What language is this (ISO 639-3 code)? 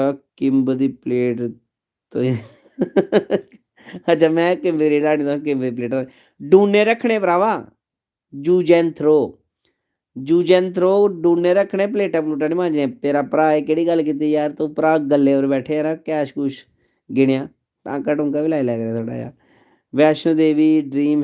doi